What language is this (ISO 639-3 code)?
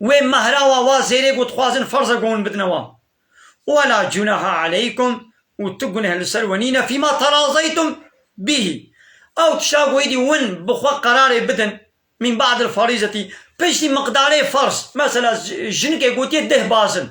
kur